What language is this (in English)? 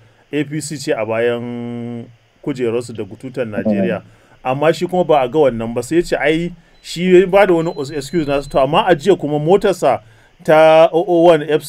Hausa